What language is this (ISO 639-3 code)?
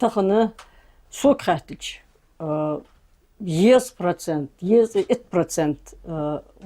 inh